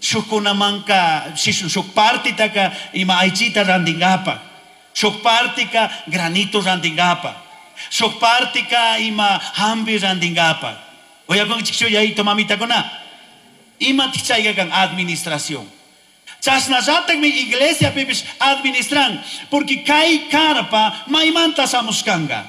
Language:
Chimborazo Highland Quichua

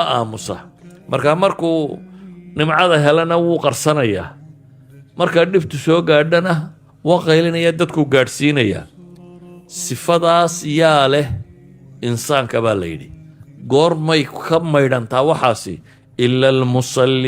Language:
Somali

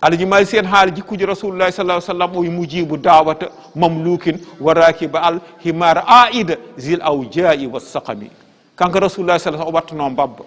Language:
Fula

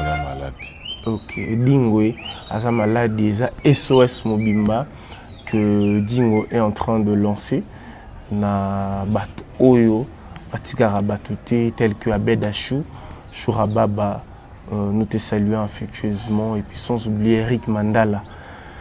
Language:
Lingala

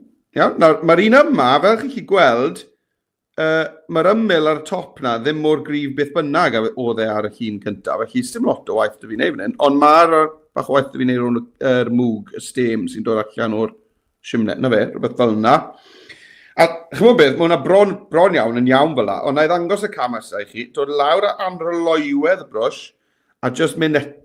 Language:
Welsh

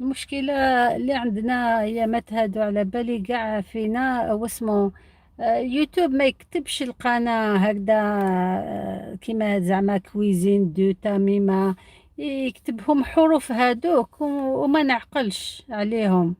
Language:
Algerian Arabic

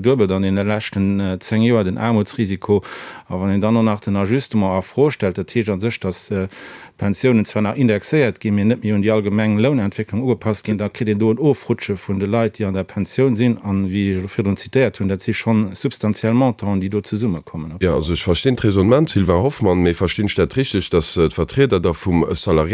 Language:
Luxembourgish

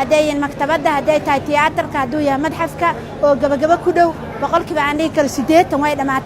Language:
Somali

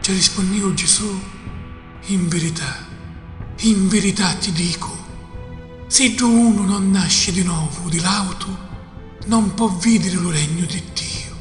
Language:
Sicilian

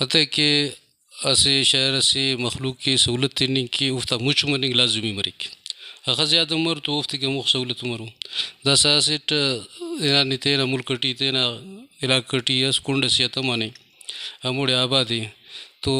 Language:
Brahui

